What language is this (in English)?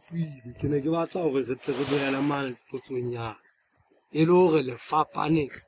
Southern Sotho